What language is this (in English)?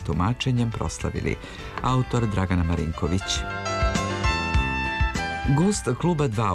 Serbian